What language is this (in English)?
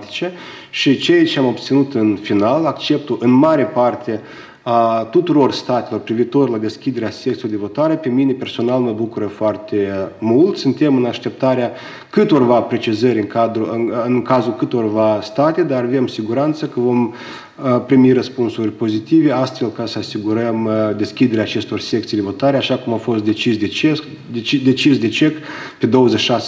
Romanian